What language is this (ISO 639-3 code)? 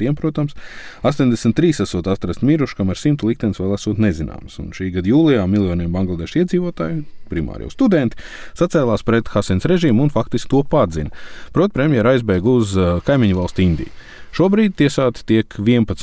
lav